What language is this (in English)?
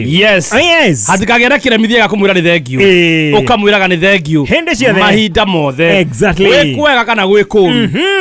Kikuyu